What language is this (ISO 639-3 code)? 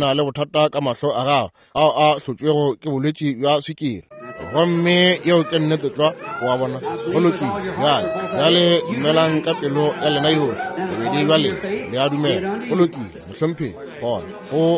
nso